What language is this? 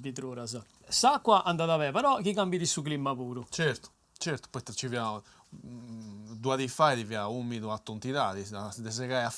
Sardinian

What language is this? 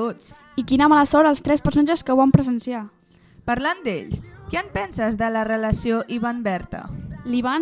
Catalan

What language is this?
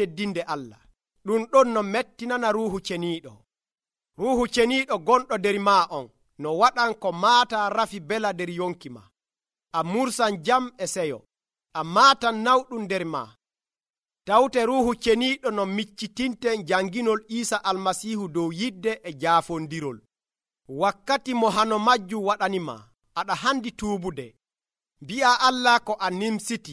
Nigerian Fulfulde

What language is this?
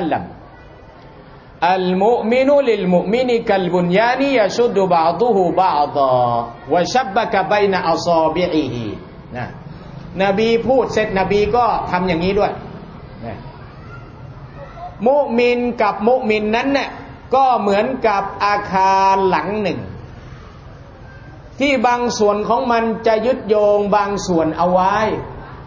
Thai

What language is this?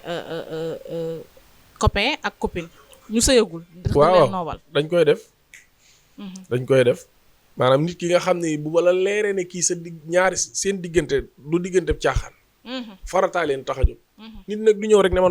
Wolof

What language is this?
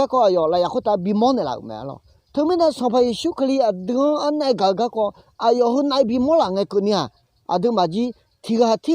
Akha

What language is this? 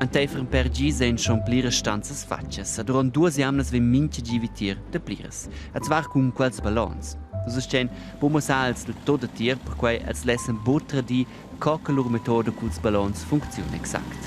Romansh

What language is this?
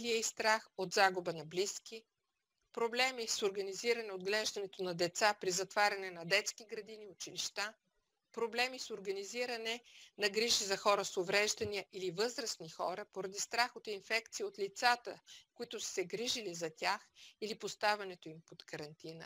Bulgarian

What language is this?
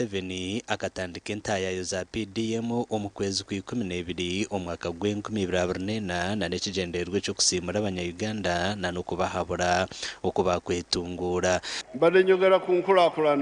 Nyankole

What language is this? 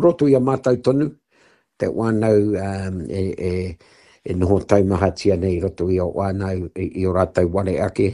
Māori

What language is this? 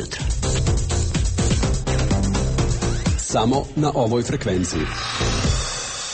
Croatian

